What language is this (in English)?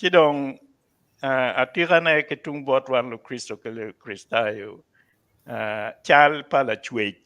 Acoli